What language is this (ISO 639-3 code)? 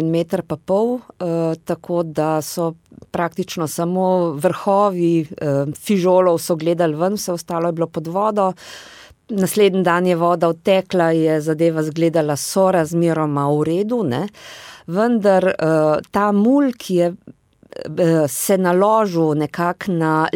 slv